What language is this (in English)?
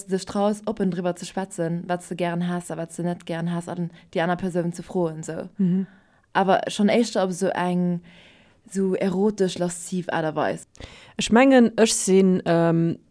Luxembourgish